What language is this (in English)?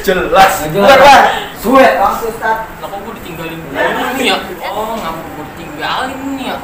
Betawi